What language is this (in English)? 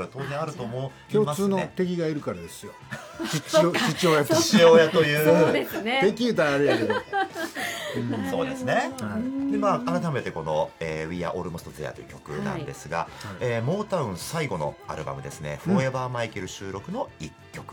Japanese